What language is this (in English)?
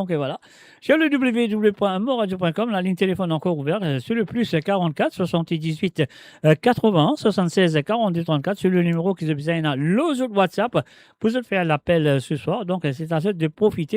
Morisyen